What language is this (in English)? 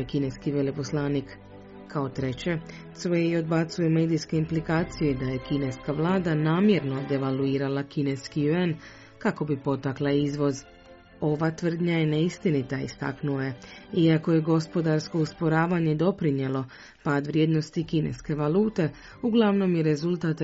Croatian